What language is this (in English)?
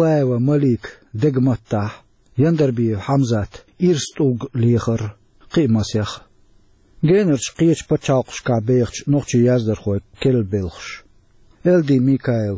Chechen